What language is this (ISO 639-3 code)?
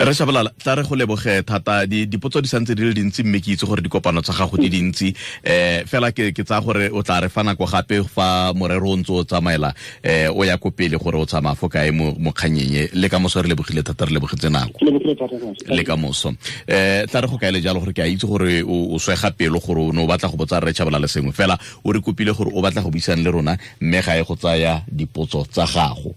tsn